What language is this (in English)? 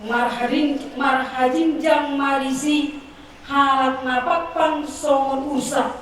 Batak Toba